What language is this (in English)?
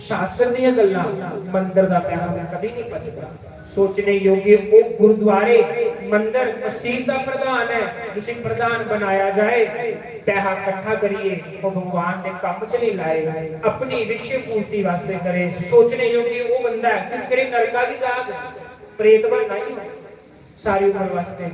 Dogri